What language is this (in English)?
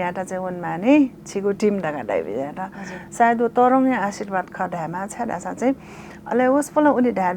Newari